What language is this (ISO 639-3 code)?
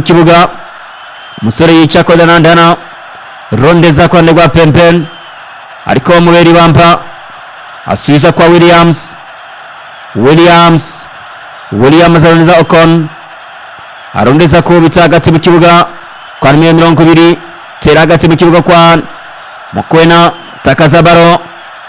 run